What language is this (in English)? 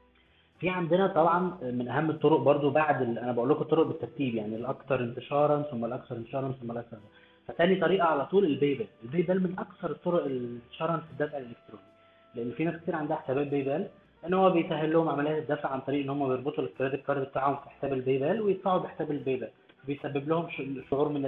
Egyptian Arabic